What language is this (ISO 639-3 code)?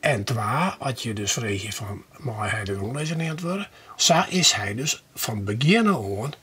fry